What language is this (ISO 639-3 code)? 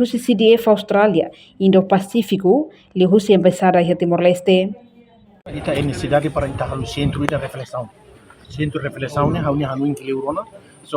tet